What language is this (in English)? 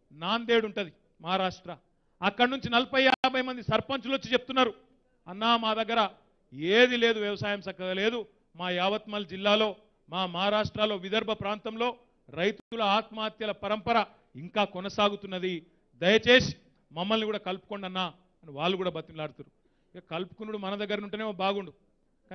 Telugu